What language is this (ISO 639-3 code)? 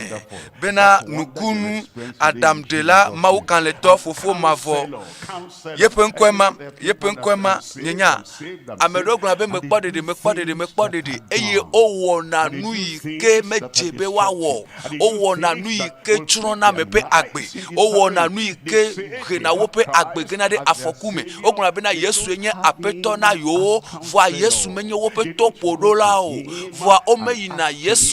ewe